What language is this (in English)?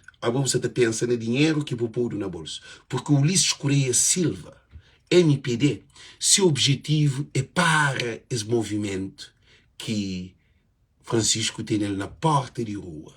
Kabuverdianu